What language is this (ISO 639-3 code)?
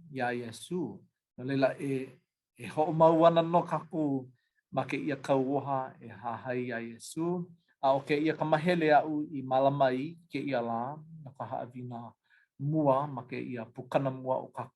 haw